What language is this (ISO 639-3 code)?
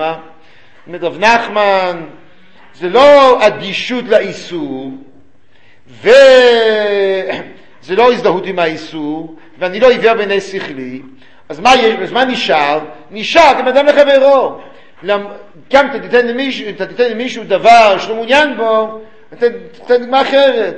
heb